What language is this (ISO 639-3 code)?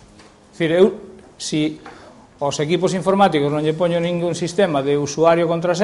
glg